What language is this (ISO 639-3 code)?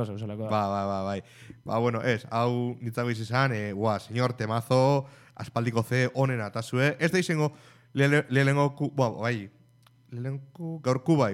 eus